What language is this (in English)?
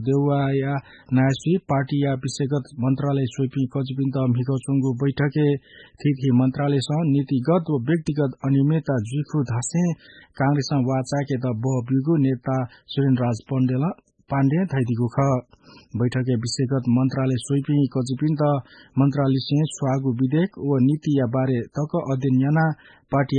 Newari